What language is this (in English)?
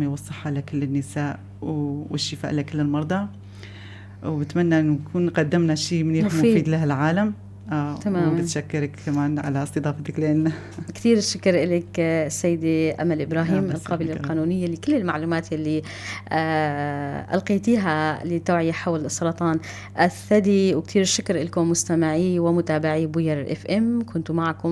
North Levantine Arabic